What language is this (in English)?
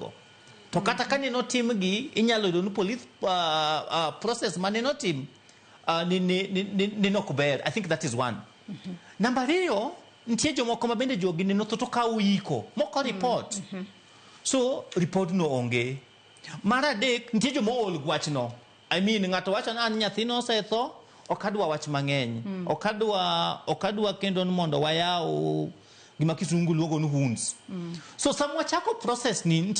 Luo (Kenya and Tanzania)